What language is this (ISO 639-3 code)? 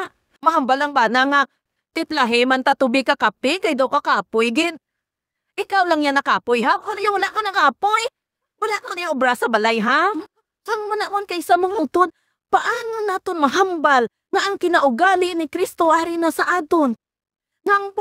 hil